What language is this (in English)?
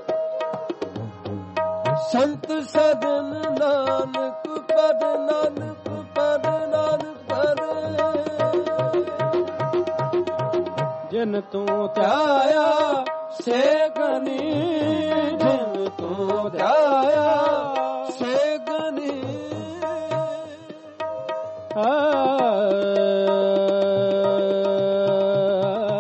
Punjabi